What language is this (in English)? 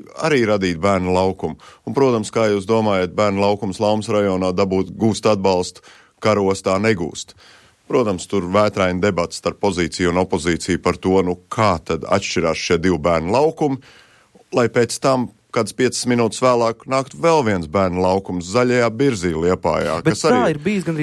Latvian